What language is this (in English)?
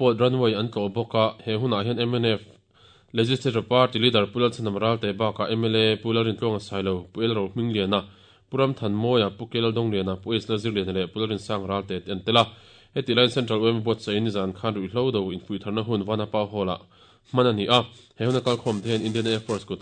Mizo